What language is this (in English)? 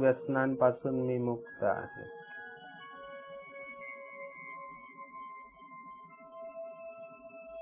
Marathi